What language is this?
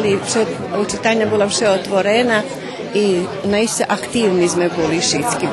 Rusyn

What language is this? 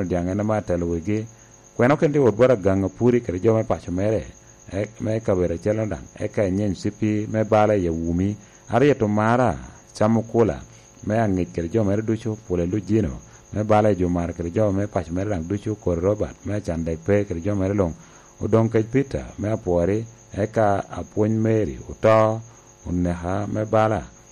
Lango (Uganda)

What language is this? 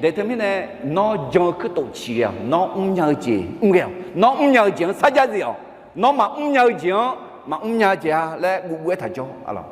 Akha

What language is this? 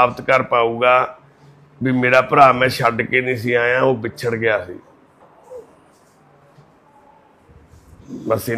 Punjabi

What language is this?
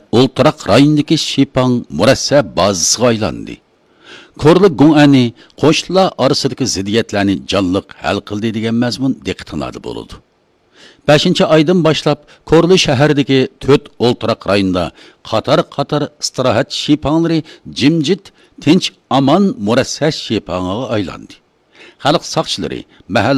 Uyghur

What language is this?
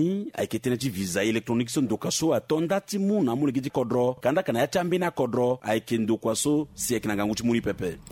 Sango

